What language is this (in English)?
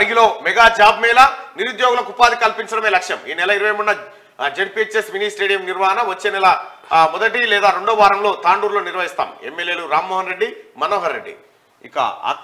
Telugu